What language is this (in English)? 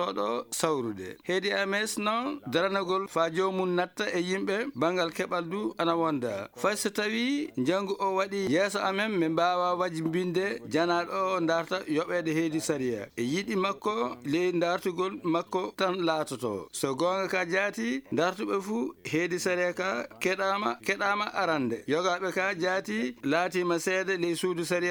Fula